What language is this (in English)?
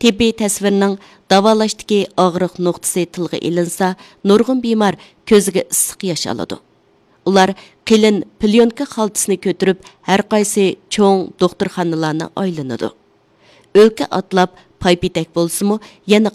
Uyghur